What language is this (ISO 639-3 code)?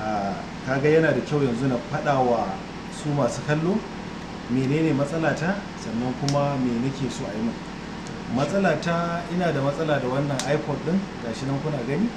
hau